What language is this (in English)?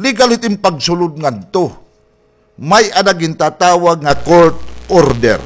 Waray